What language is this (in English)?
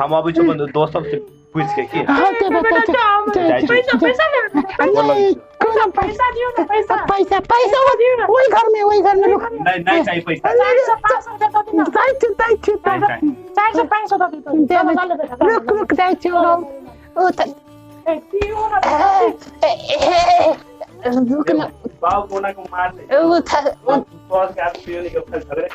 Maithili